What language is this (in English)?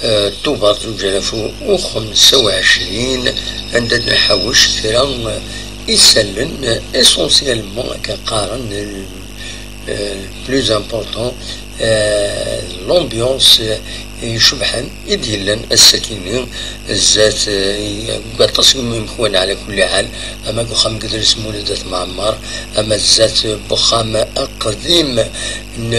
Kabyle